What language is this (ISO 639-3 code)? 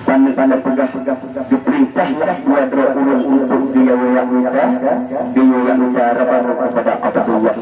ace